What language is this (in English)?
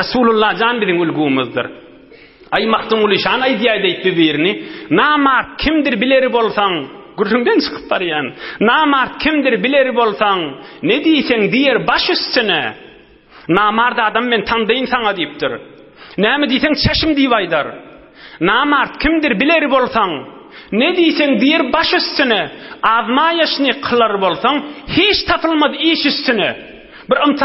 Turkmen